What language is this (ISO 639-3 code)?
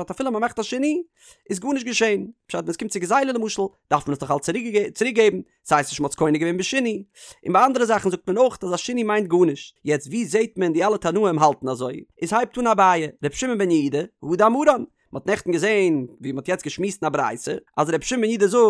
yid